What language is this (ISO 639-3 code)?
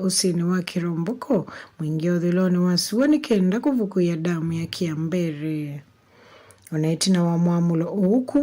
kam